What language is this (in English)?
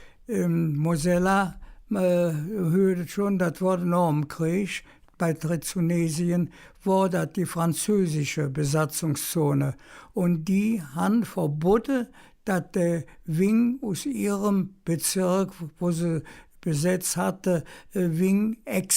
Colognian